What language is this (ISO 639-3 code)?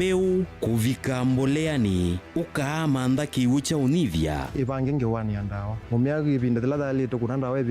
kam